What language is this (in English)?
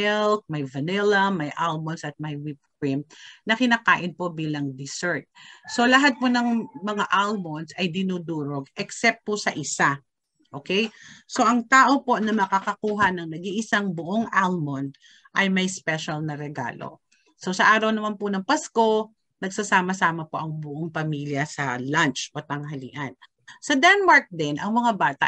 Filipino